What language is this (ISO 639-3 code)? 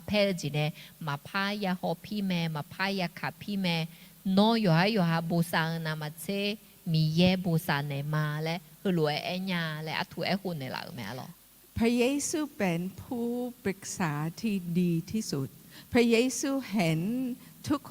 ahk